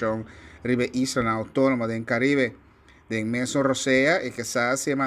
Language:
Papiamento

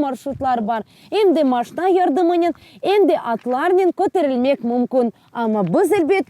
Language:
Crimean Tatar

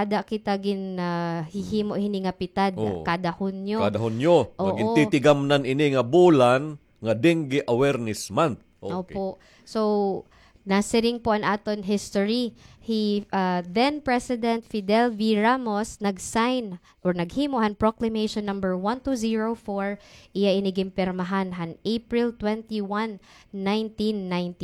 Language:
Waray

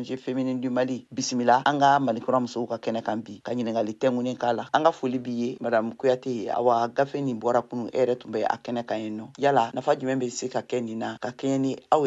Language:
Bambara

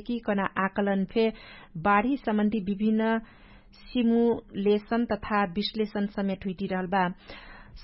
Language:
Dangaura Tharu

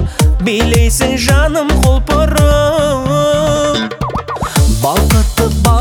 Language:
Kazakh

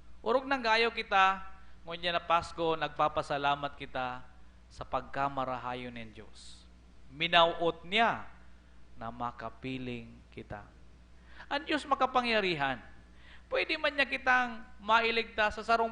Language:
Bikol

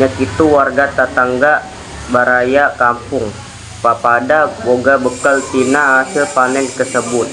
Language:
Sundanese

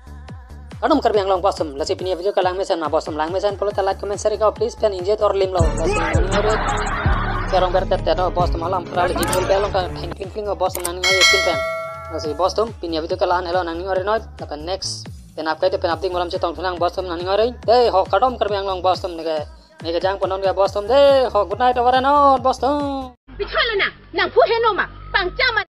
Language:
Karbi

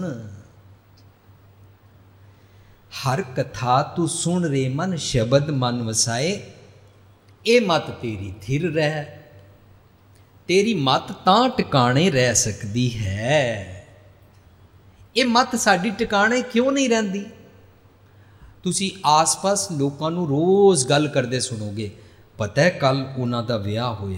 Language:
Punjabi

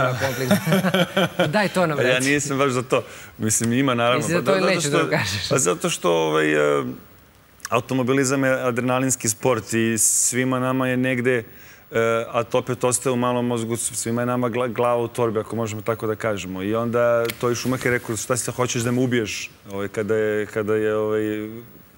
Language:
Serbian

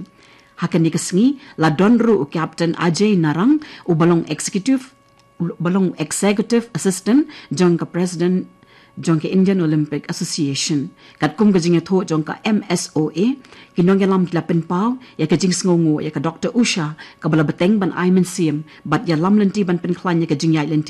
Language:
Khasi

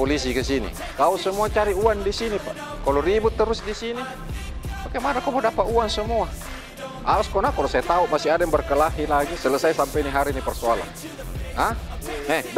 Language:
Makassar Malay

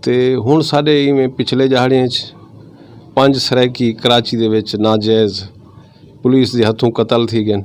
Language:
Saraiki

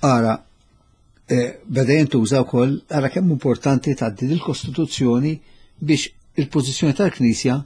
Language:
Maltese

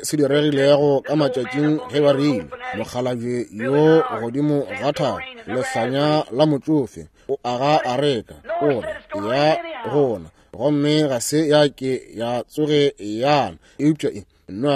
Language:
Northern Sotho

